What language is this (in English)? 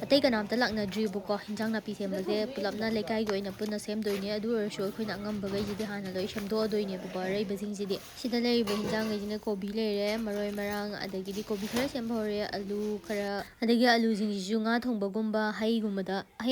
Manipuri